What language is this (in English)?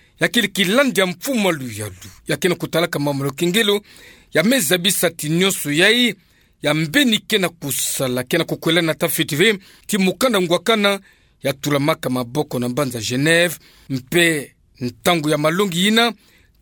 Kituba (Democratic Republic of Congo)